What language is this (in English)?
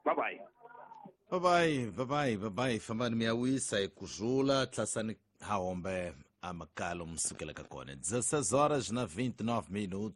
Tsonga